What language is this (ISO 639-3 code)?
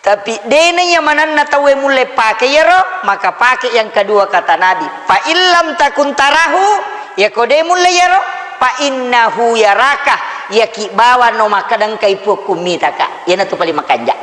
bug